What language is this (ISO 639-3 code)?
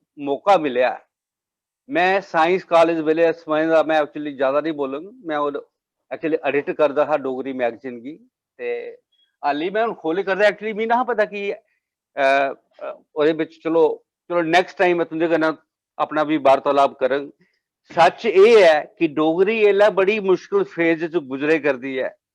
doi